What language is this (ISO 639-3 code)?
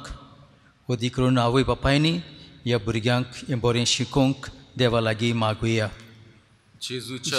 kok